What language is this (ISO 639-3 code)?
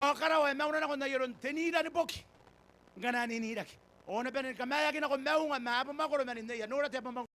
gil